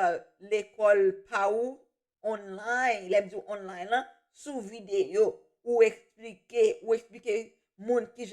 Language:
Haitian Creole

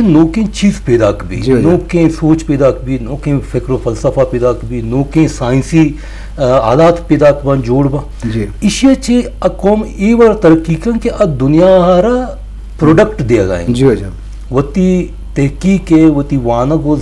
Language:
Eastern Balochi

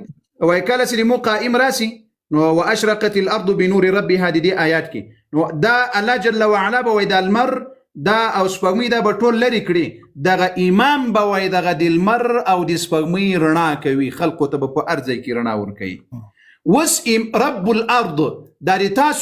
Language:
Pashto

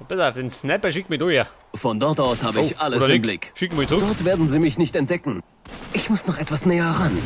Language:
Bavarian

